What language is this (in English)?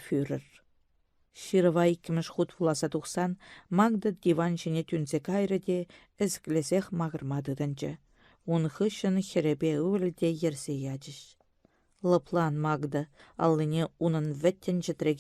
Chuvash